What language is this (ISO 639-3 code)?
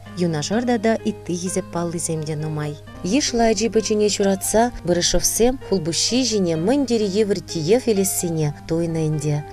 chv